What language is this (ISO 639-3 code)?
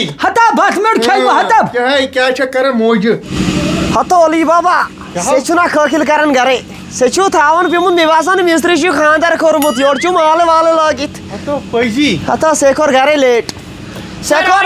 kas